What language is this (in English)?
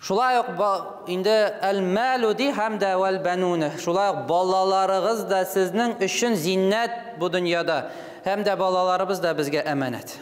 Tatar